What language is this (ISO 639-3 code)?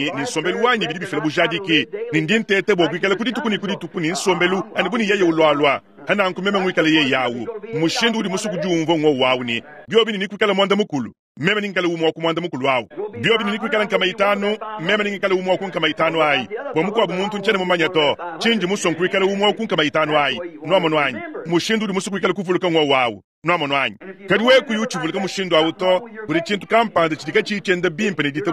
lua